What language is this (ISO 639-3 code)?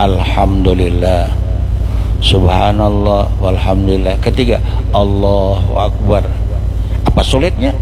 bjn